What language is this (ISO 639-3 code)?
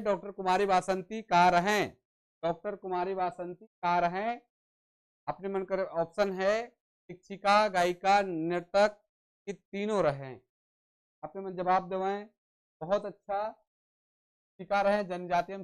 sck